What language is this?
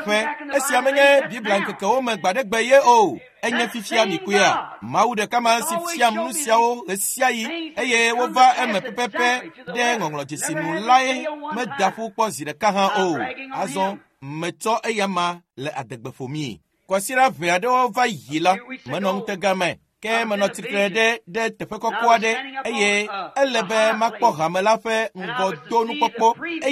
Ewe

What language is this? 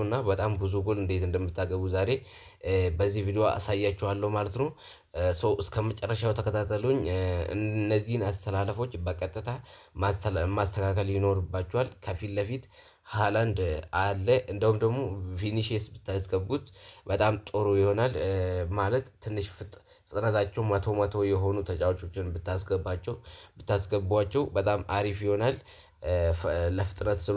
Amharic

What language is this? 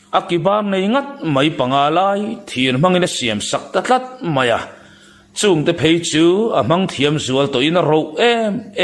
Mizo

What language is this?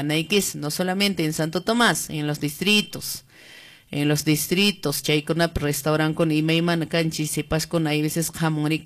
Quechua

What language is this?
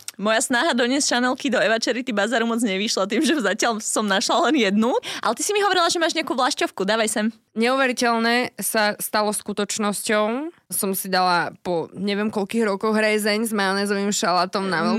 Slovak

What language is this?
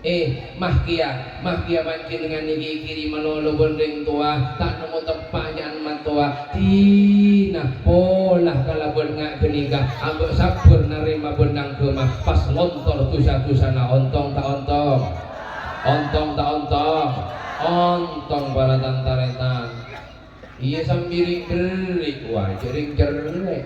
Madurese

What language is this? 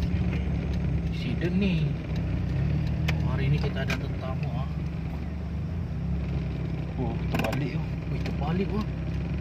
Malay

